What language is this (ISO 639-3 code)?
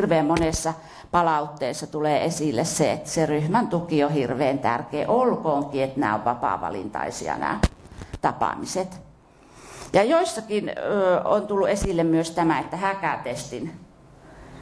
fin